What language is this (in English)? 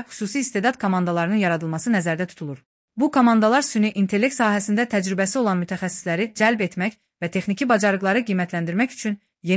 Azerbaijani